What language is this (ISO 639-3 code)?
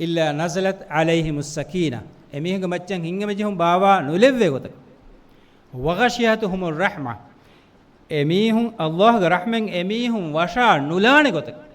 div